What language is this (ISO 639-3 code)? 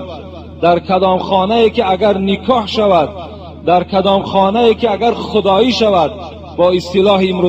tgk